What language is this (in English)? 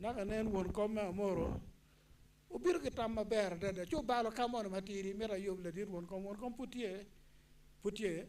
Acoli